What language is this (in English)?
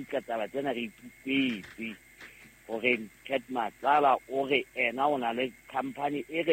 Southern Sotho